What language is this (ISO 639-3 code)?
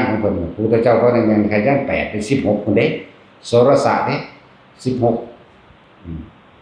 tts